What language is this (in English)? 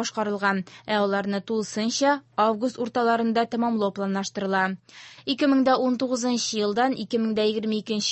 Tatar